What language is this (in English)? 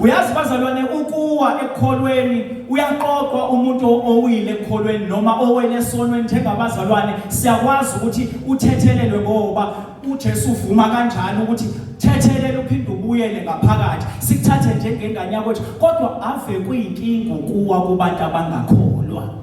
Zulu